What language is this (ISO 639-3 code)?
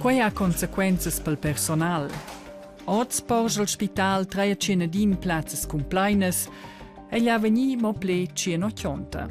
roh